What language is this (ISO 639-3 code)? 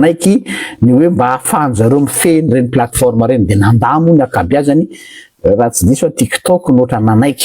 mlg